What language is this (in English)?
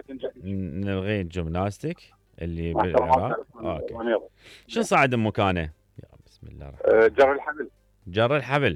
Mesopotamian Arabic